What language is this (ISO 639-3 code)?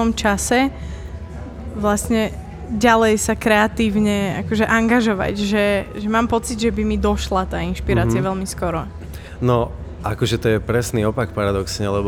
slk